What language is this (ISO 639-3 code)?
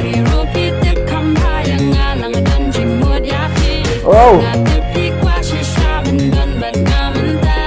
kha